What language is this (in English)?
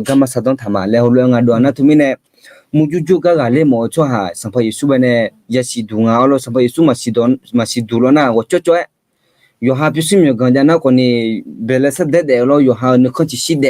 Akha